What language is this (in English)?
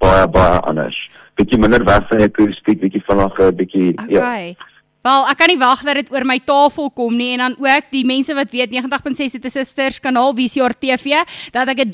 Afrikaans